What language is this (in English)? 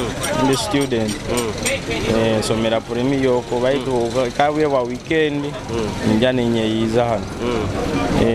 Nyoro